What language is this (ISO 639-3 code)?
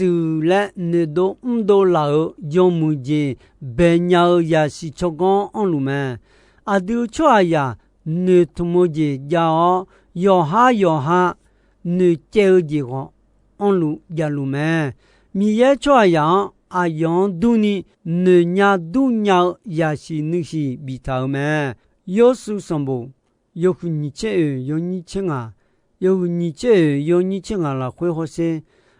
ahk